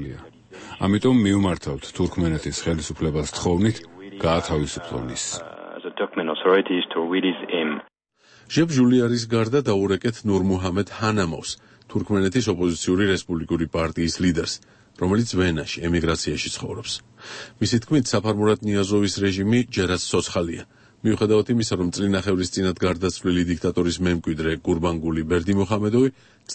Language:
Georgian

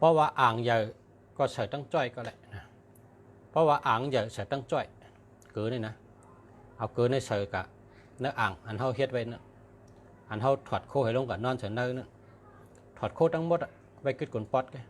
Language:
Shan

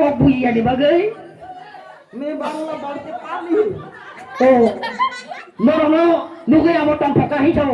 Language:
Kok Borok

